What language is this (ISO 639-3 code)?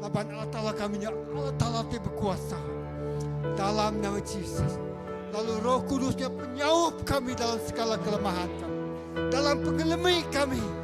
iba